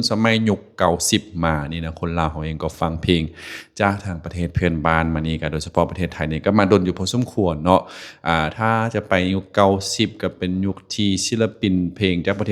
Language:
Lao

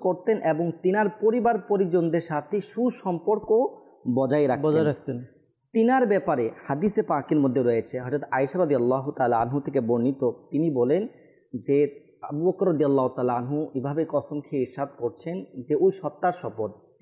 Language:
Bangla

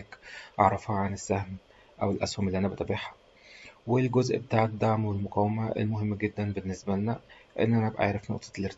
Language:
Egyptian Arabic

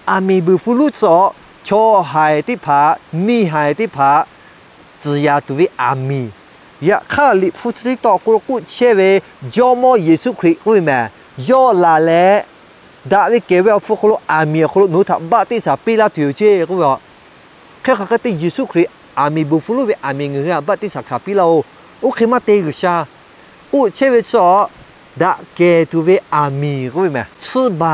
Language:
Lahu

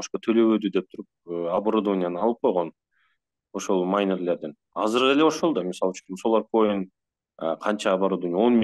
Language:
Kyrgyz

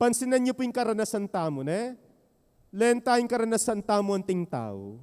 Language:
Pampanga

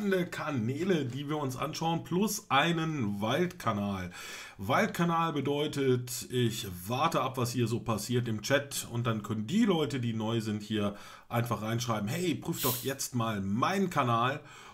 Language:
German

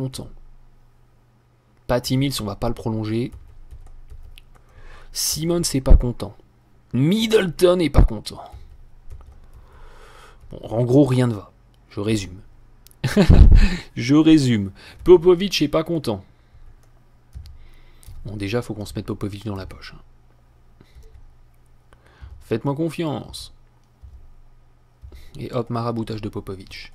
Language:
French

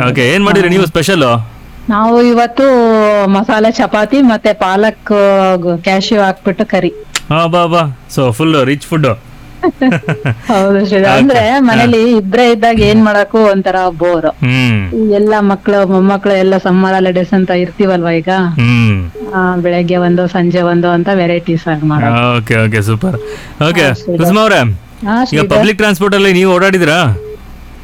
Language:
Kannada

